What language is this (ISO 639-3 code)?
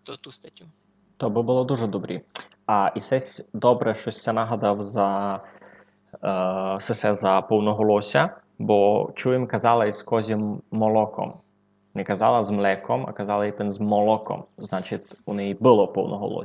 rue